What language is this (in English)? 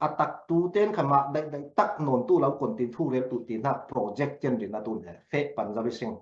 Falam Chin